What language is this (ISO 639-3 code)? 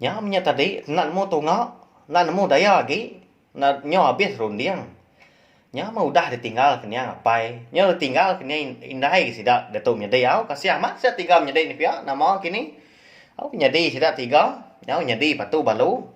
iba